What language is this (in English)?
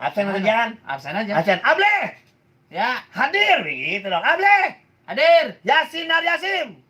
Betawi